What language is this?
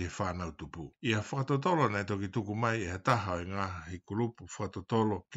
Tongan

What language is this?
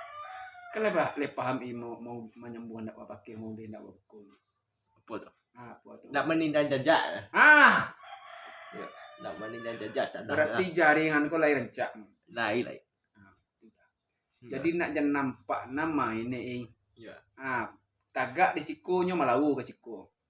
Minangkabau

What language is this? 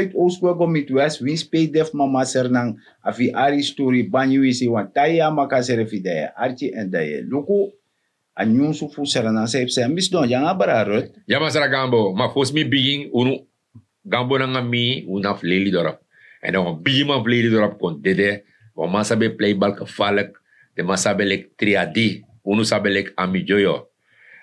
Sranan Tongo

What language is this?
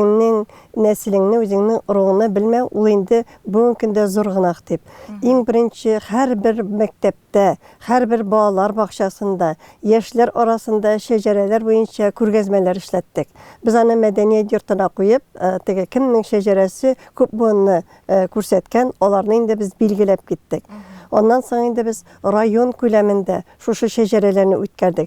Tatar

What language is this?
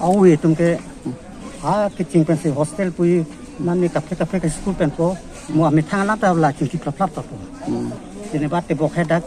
Karbi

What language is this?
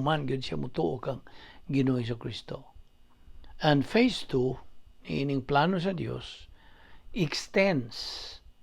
Cebuano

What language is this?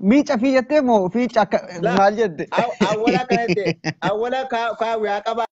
Oromo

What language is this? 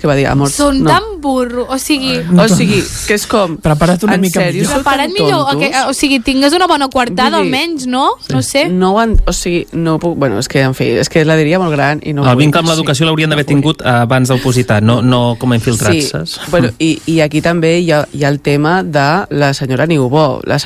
Catalan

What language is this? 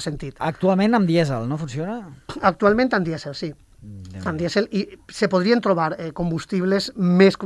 Catalan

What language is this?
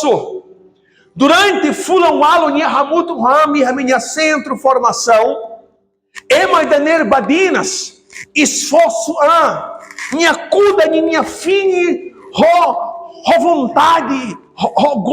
Tetum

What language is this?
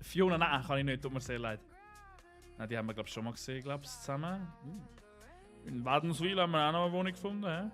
Swiss German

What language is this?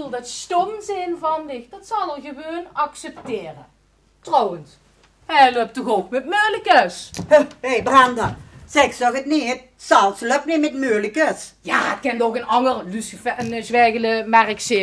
Limburgish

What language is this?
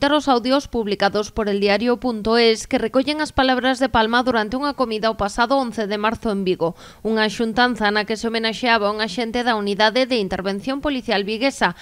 Galician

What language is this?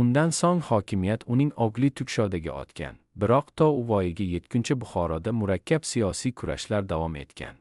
Uzbek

